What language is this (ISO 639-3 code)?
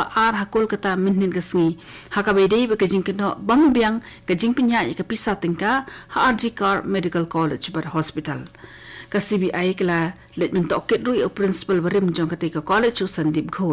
kha